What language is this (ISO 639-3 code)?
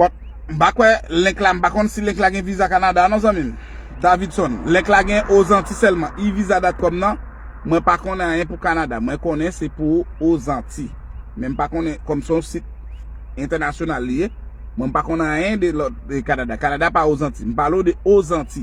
hat